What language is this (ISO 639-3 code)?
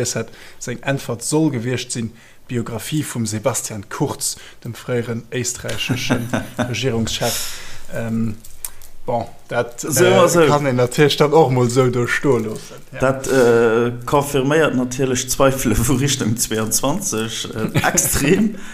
ltz